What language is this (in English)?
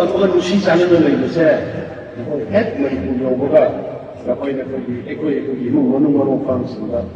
Manipuri